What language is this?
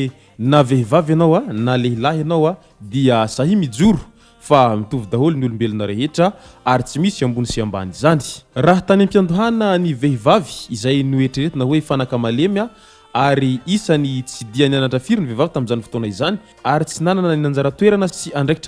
Malagasy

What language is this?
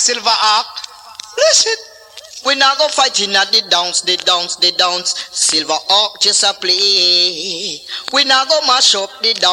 Jamaican Creole English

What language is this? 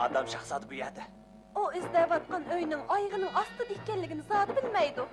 Uyghur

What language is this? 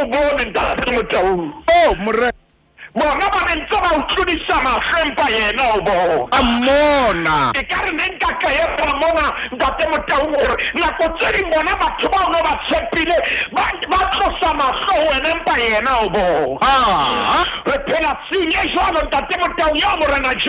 Southern Sotho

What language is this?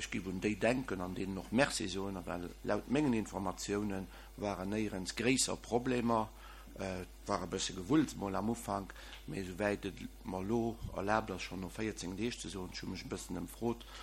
Luxembourgish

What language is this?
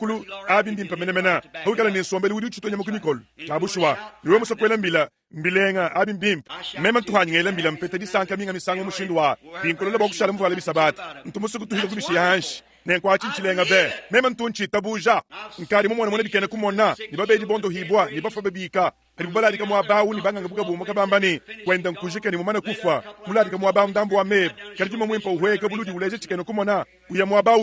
Luba-Lulua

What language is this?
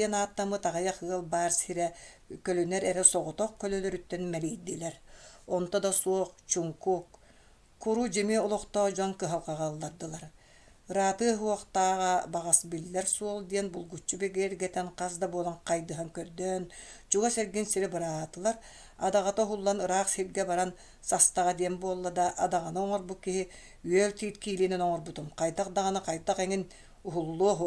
Yakut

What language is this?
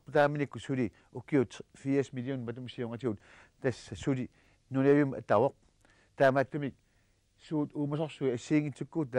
Kalaallisut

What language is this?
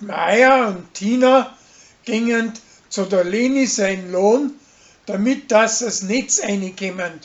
Bavarian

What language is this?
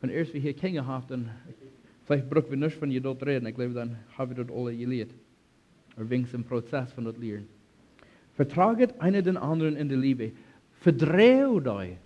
Plautdietsch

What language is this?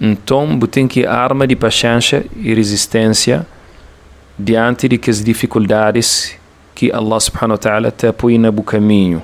Kabuverdianu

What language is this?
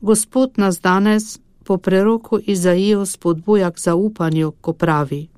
Slovenian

